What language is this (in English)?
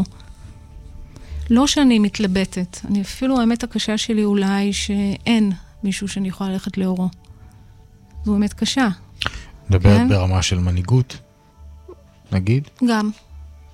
Hebrew